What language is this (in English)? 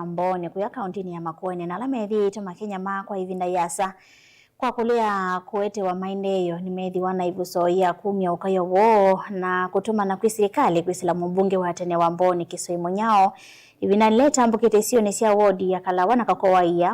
Kamba